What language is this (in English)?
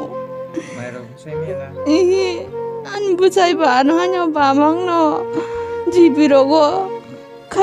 Kok Borok